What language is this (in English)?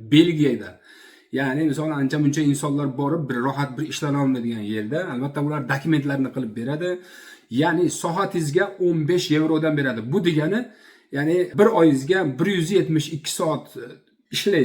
Uzbek